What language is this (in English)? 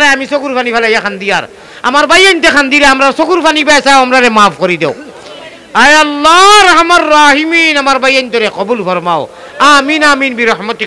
Sylheti